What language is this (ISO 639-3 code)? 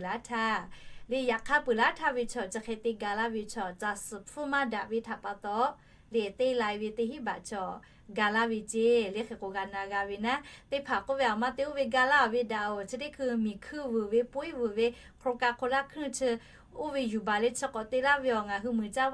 lhu